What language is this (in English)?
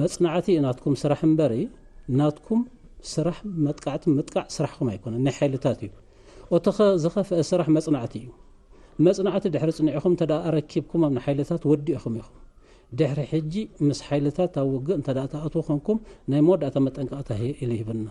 Tigrinya